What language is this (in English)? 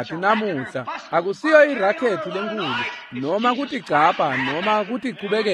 Swati